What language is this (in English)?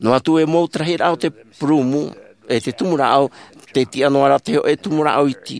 Tahitian